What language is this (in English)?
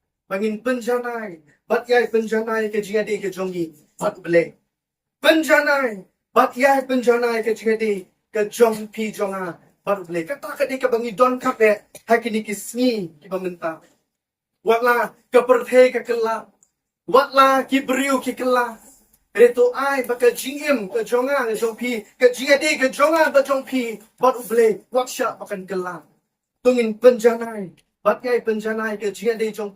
Khasi